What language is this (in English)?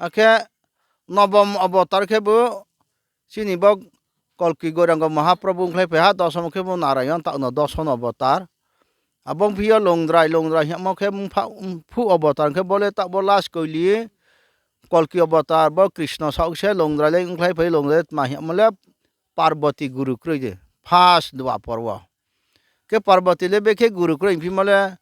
Riang (India)